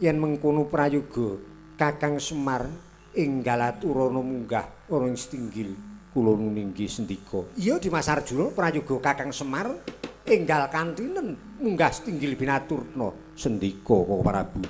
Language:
Javanese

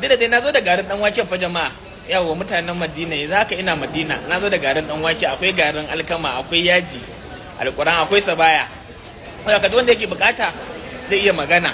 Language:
Hausa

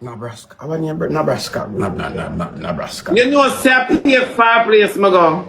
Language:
Jamaican Creole English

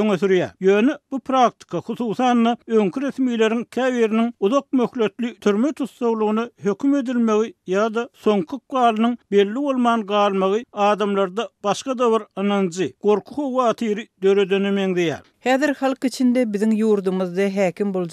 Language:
Turkmen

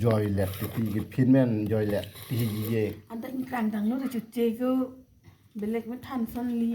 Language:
Karbi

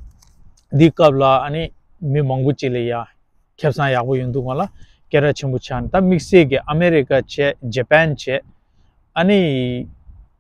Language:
Tibetan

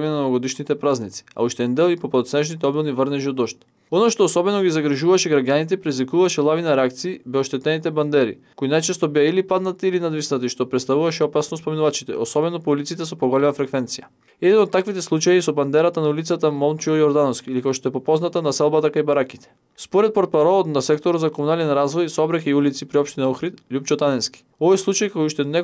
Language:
Macedonian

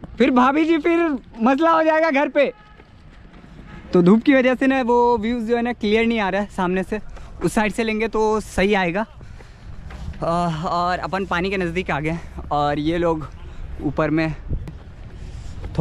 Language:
Hindi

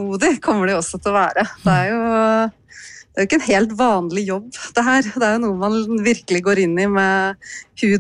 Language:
Norwegian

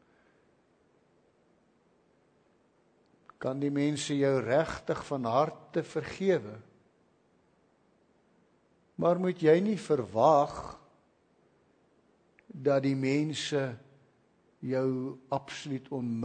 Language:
Afrikaans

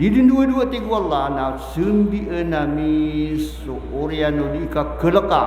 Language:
Maranao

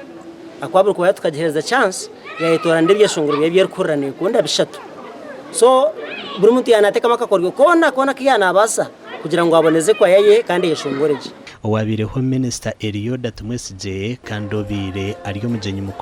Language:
Nyankole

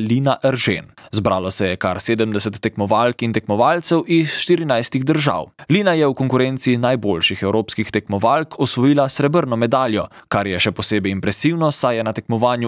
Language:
Slovenian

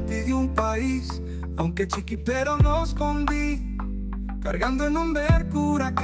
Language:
Papiamento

